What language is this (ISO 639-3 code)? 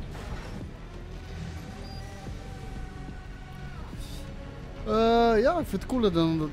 nld